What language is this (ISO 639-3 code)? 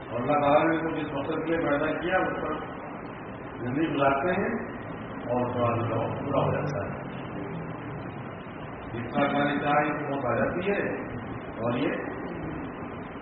urd